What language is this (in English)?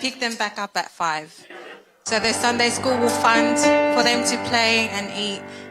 Tongan